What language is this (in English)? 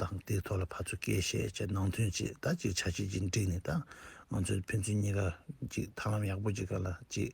Tibetan